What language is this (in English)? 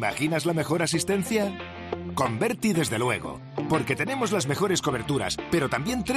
Spanish